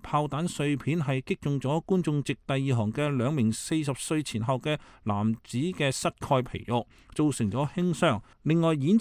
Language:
Cantonese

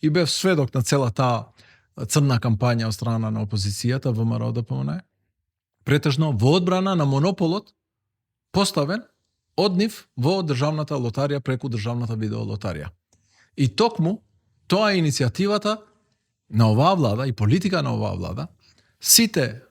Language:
Macedonian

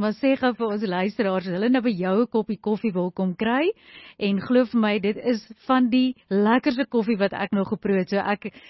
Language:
Afrikaans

